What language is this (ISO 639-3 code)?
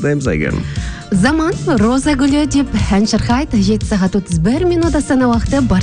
kaz